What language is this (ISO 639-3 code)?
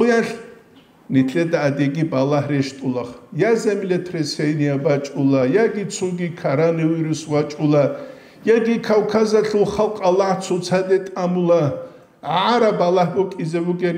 ava